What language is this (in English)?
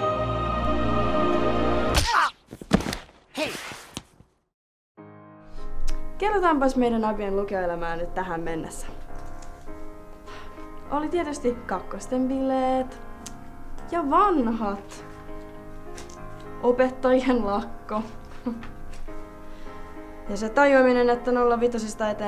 Finnish